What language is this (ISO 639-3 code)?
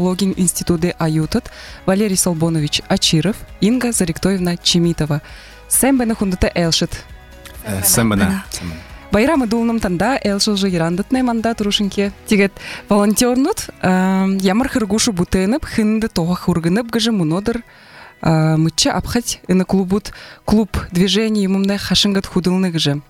bua